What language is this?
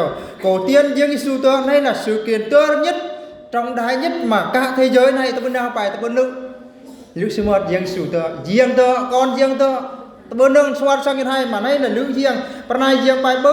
Eastern Bru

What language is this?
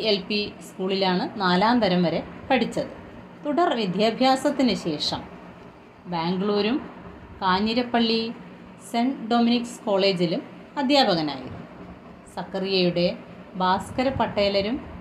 Malayalam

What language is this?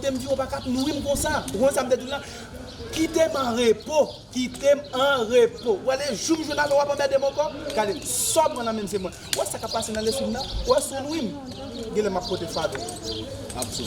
Haitian Creole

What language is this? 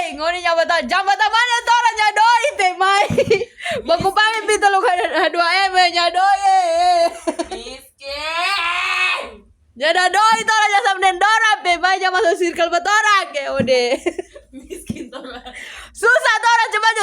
Manado Malay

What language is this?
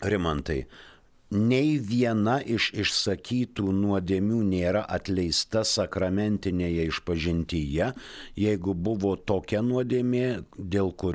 Lithuanian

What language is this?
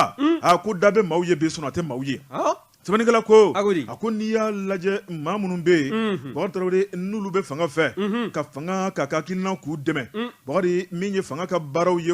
Bambara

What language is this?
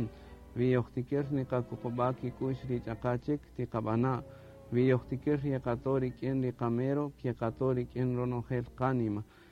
Kaqchikel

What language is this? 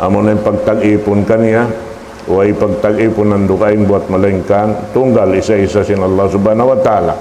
Tausug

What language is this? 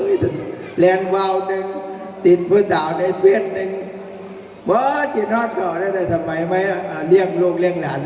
Northeastern Thai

